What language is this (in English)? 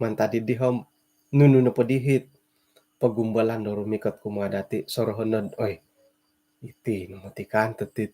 Central Dusun